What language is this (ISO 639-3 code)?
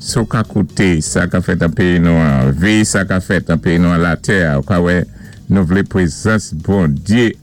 acf